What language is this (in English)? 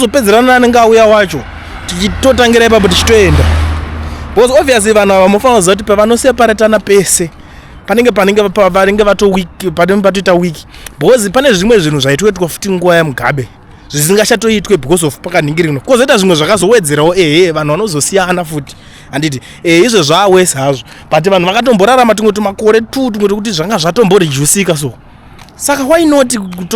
Shona